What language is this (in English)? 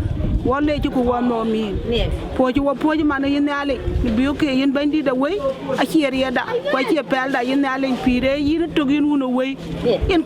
Dinka